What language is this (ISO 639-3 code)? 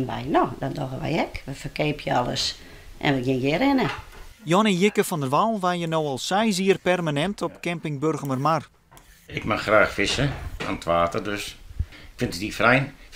fry